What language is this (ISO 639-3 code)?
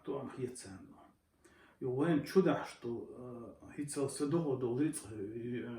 che